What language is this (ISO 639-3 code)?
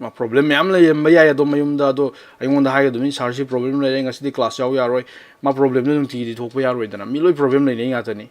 mni